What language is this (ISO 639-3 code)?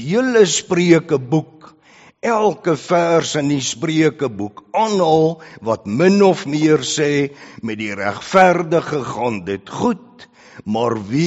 afr